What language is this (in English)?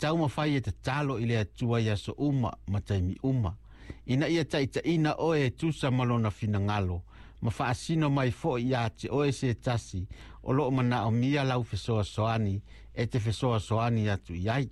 Samoan